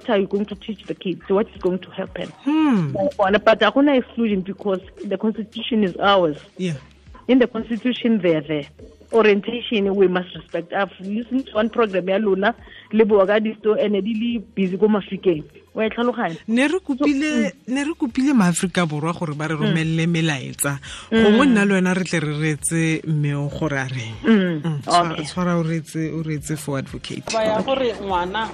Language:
Tswana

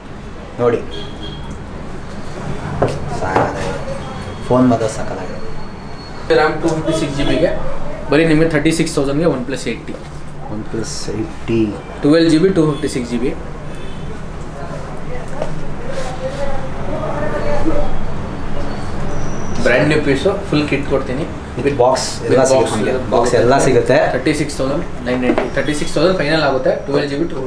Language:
Kannada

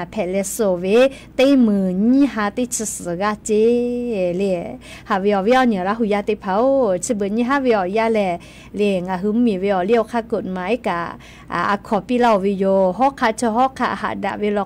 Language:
Lahu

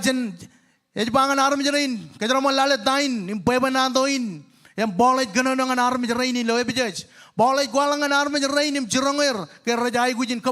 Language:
Marshallese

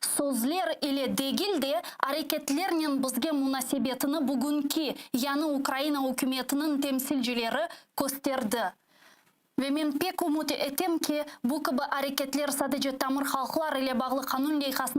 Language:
Crimean Tatar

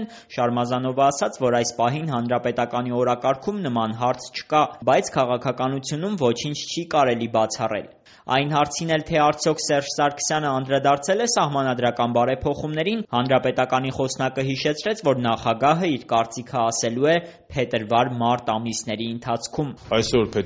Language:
Armenian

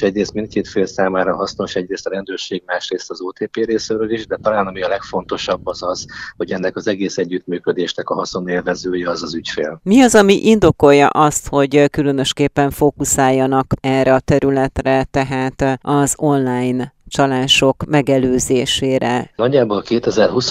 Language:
Hungarian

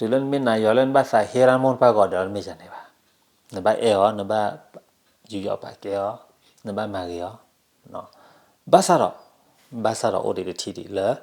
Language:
S'gaw Karen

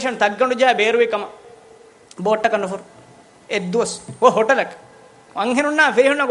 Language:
Divehi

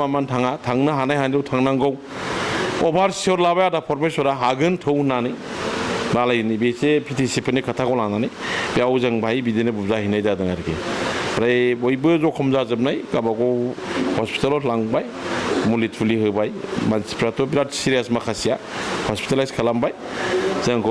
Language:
Bodo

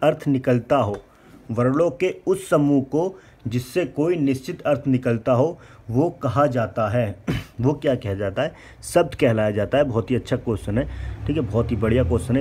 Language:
Hindi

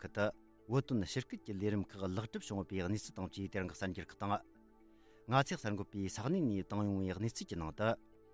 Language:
Tibetan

